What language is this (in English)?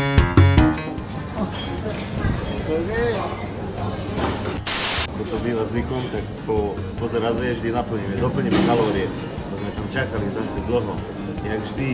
Slovak